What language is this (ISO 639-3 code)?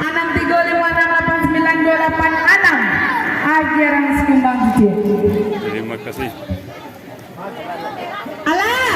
min